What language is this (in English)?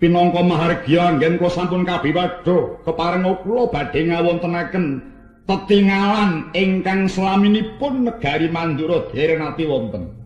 Javanese